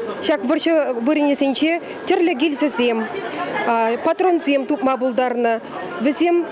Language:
Chuvash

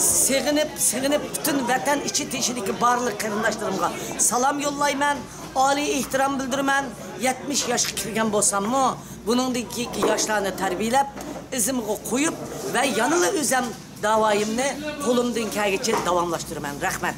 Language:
Uyghur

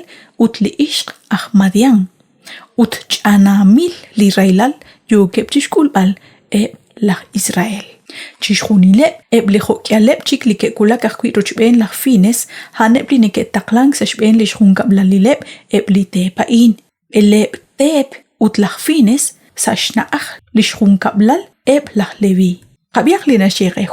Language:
Kekchí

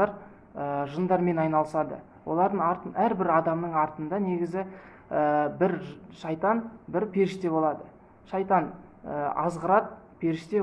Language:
Kazakh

